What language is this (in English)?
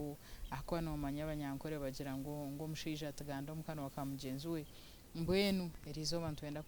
Nyankole